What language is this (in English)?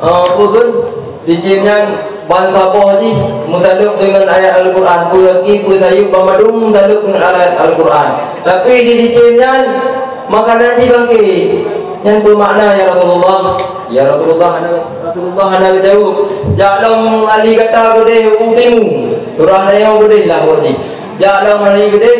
Achinese